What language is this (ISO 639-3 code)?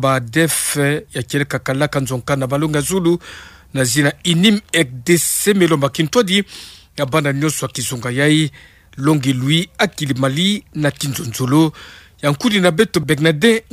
ktu